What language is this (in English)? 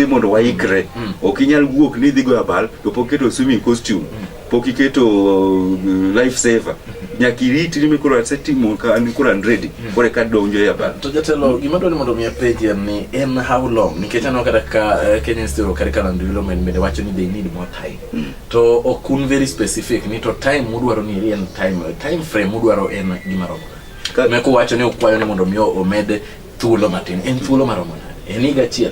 Luo (Kenya and Tanzania)